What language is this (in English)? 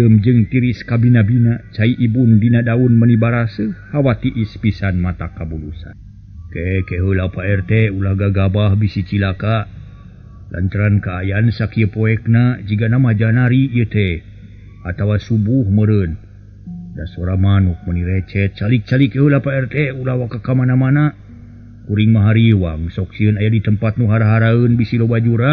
Sundanese